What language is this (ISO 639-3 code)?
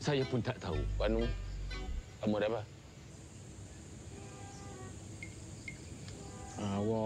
msa